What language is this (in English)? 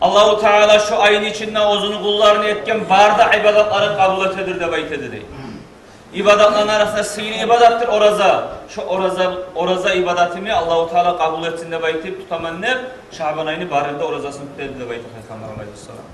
Kumyk